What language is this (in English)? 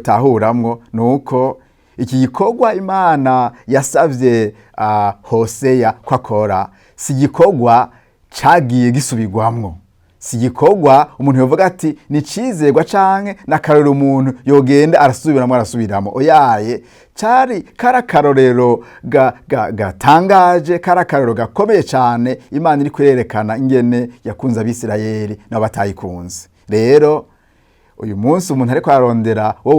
Rundi